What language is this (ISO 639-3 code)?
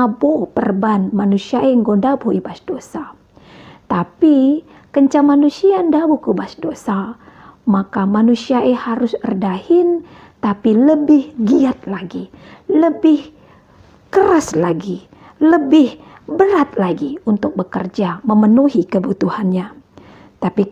btx